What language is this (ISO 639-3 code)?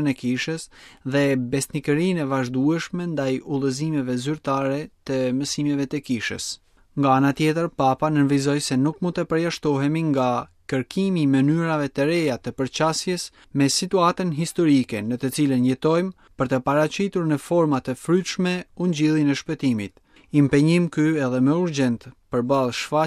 sqi